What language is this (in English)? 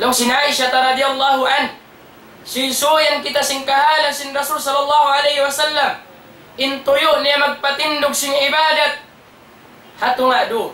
Tausug